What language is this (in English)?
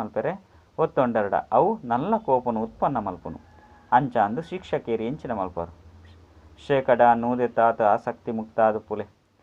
Tulu